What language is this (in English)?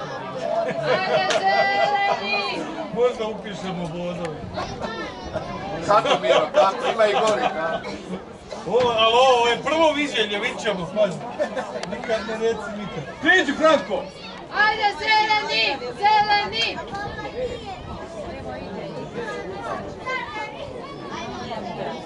Croatian